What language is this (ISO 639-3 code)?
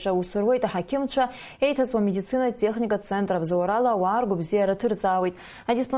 abk